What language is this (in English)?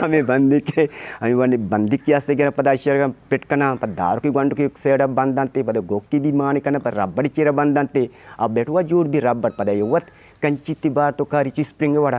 Eastern Balochi